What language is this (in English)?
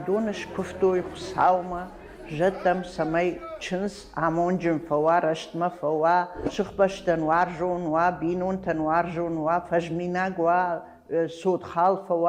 Ossetic